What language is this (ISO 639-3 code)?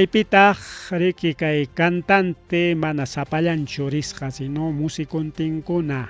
quy